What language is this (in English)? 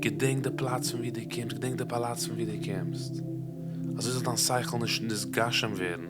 Yiddish